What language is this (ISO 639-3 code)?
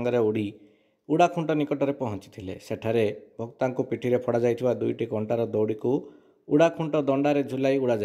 ori